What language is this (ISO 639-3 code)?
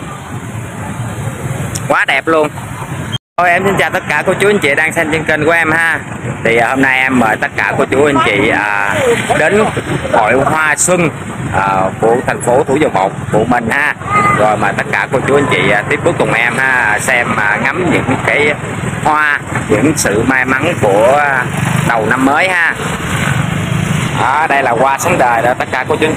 vie